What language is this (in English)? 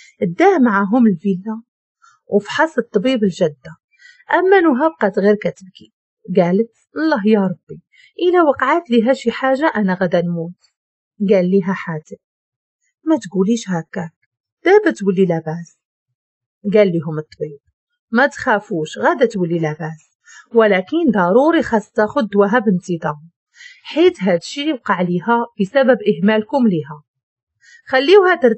Moroccan Arabic